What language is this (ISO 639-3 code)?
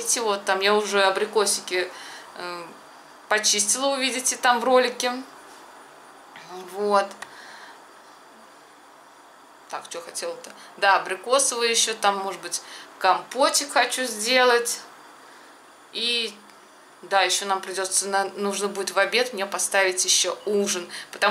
rus